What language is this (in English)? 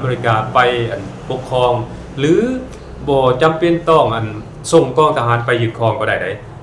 Lao